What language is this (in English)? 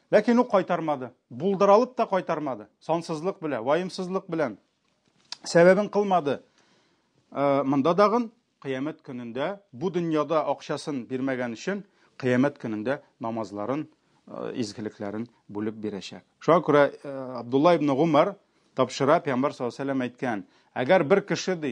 Tatar